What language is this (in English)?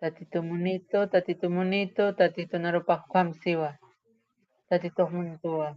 Aymara